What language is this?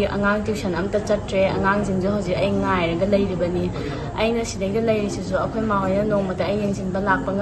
Manipuri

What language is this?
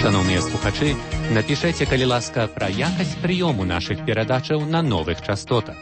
Belarusian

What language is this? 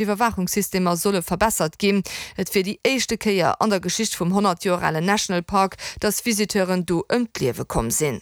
Luxembourgish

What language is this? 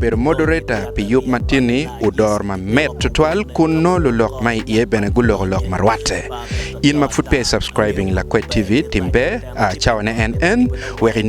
Acoli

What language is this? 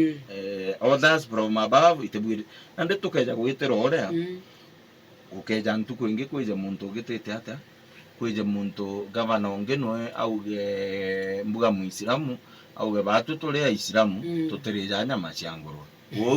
Meru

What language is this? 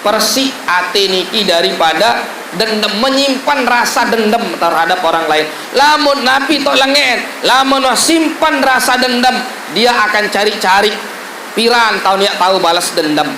Sasak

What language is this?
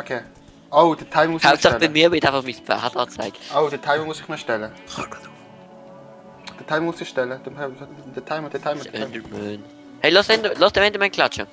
Swiss German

